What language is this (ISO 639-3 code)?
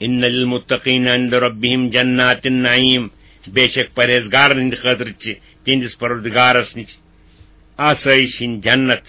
kas